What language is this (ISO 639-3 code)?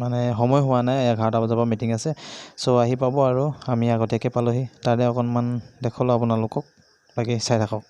asm